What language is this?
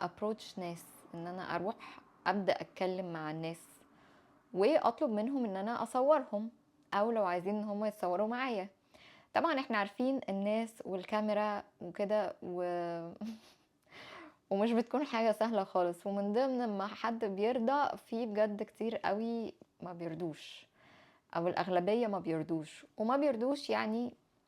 Egyptian Arabic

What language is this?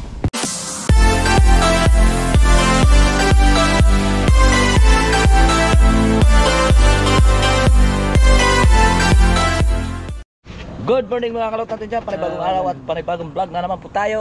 Filipino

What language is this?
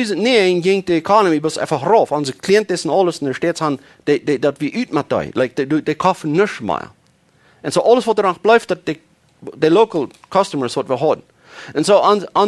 Plautdietsch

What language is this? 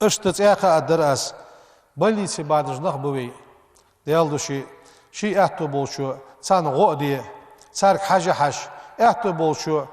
Ingush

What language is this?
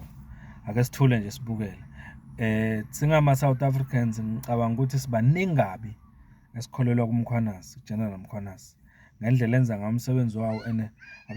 Zulu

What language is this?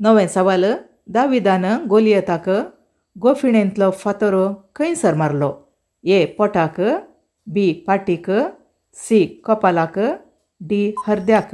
Konkani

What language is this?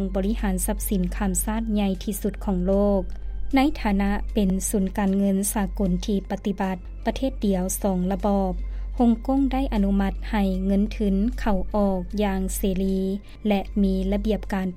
Lao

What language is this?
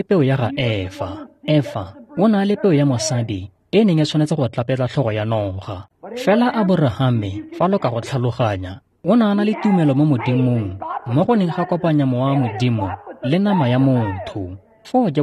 Tswana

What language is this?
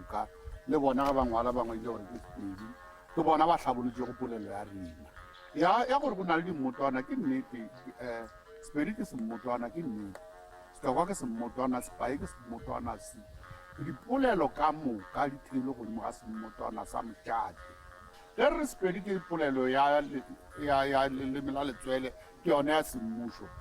Northern Sotho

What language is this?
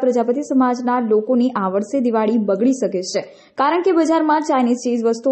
Gujarati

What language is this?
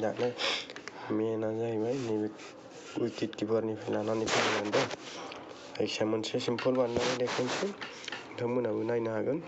Bodo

